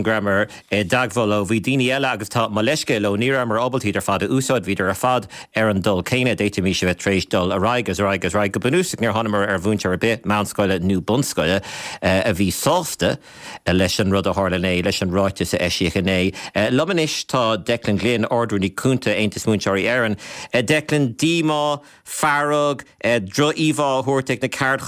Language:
Irish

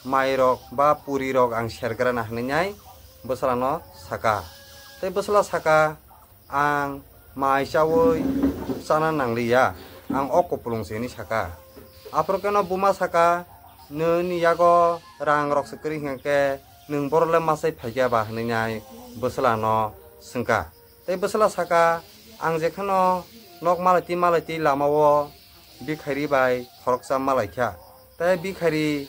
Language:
Kok Borok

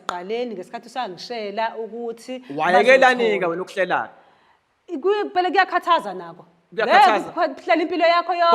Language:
Zulu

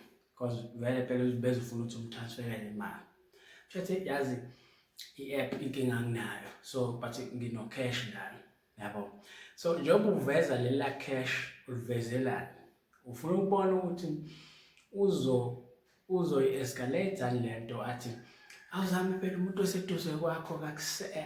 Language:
Zulu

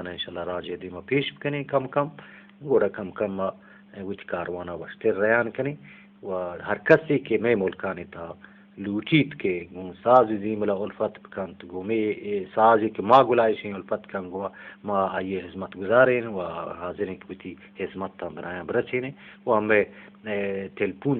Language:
Eastern Balochi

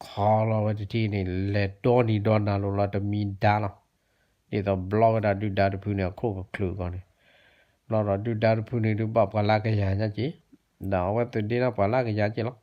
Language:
S'gaw Karen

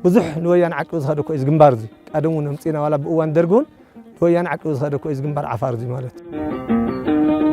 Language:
Tigrinya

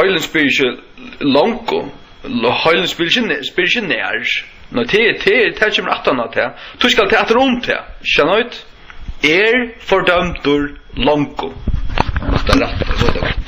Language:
Faroese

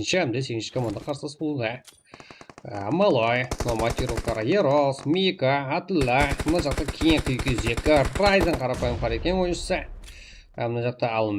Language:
Kara-Kalpak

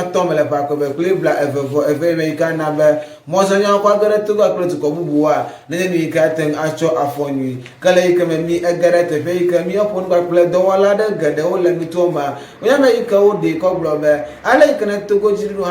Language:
Ewe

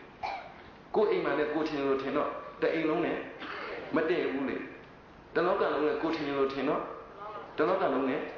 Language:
Burmese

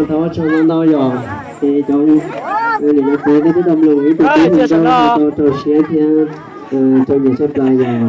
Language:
Hmong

